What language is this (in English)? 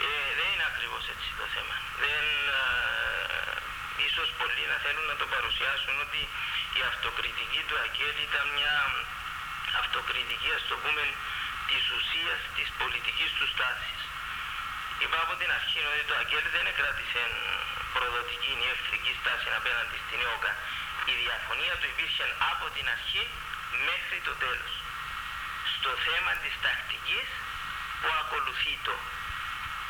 Greek